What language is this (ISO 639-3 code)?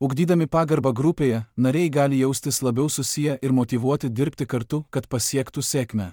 lit